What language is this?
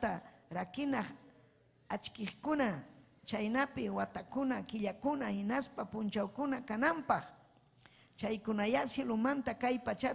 Ayacucho Quechua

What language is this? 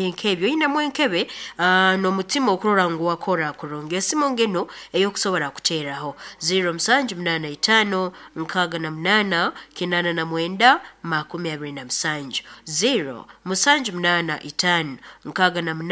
Nyankole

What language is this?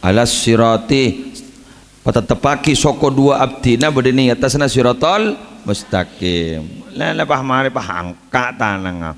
Madurese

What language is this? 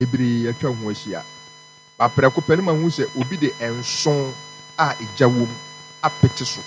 Akan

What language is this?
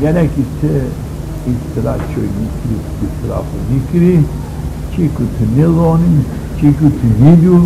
Zaza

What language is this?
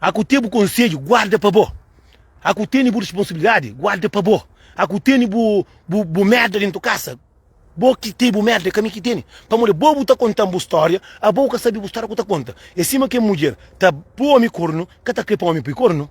Kabuverdianu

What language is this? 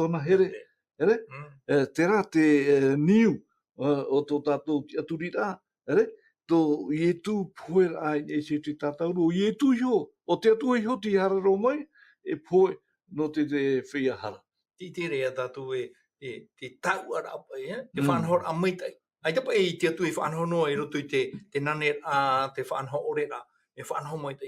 Tahitian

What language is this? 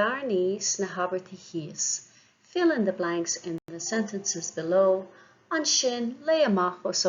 Irish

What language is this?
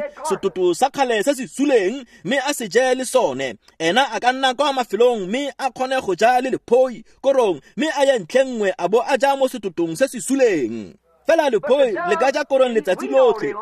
Tswana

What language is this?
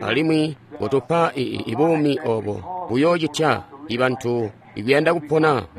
Tonga (Zambia)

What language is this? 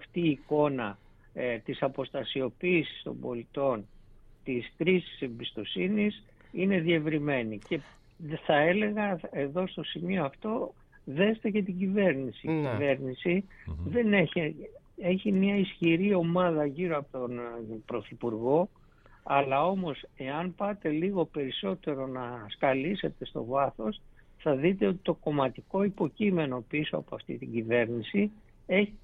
Greek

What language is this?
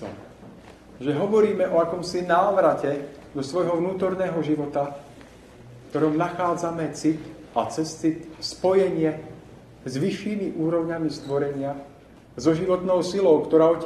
Slovak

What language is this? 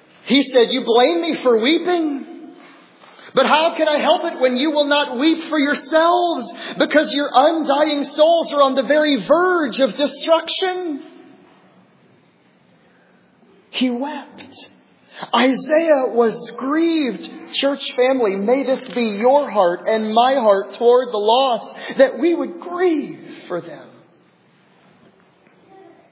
English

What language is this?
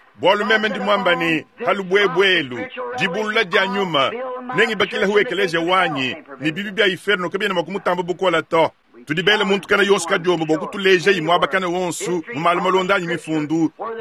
Luba-Lulua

